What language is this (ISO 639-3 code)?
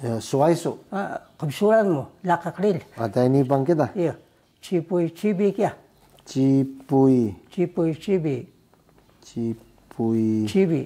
trv